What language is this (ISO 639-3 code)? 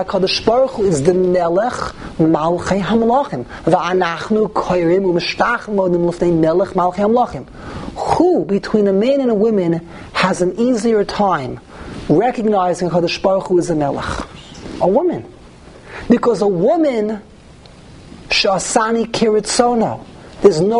eng